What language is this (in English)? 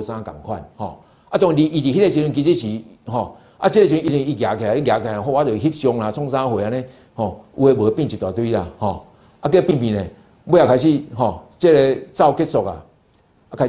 Min Nan Chinese